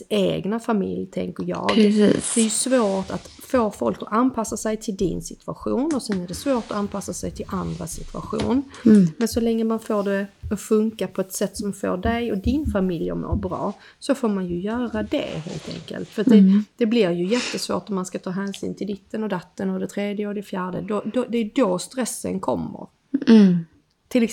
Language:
Swedish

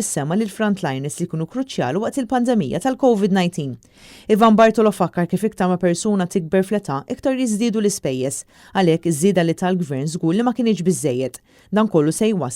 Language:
Maltese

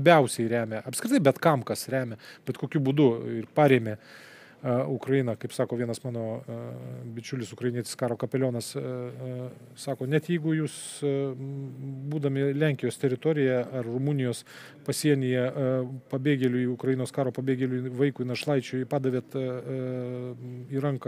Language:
Lithuanian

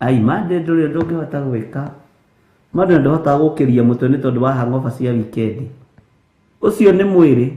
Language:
Kikuyu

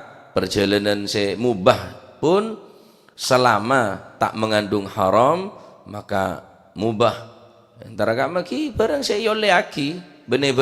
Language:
Madurese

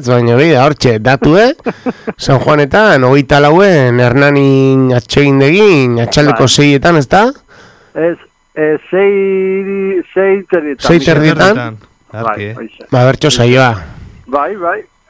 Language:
Basque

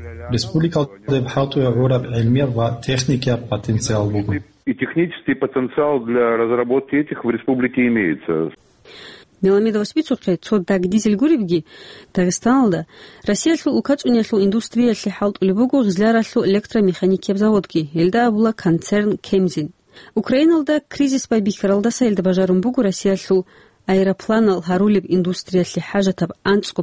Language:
Avaric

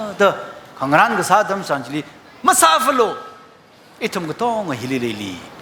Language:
Tangkhul Naga (India)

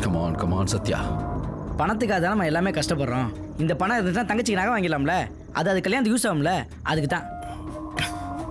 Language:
Tamil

